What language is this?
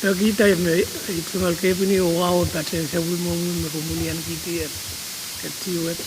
Pohnpeian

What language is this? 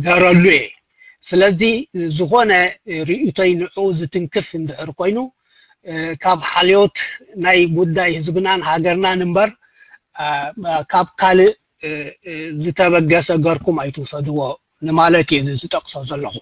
Tigrinya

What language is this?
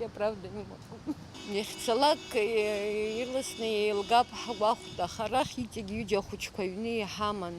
Abkhazian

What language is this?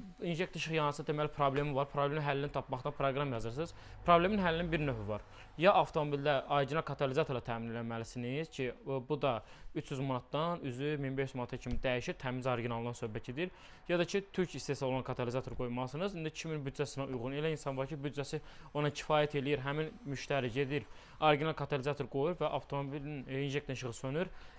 Azerbaijani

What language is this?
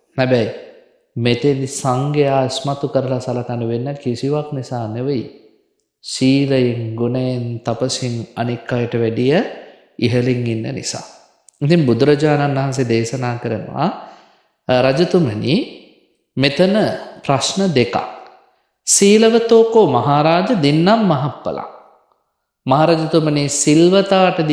Sinhala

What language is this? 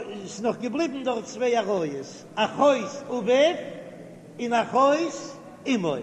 Yiddish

